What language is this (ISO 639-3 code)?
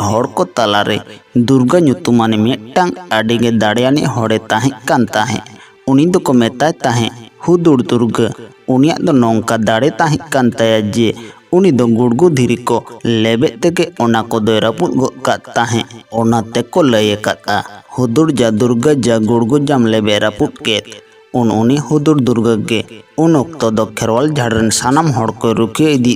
sat